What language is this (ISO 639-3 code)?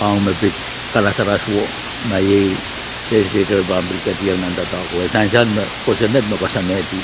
pon